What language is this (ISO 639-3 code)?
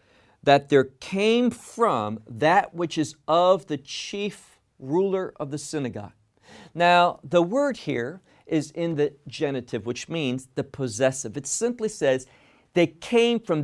eng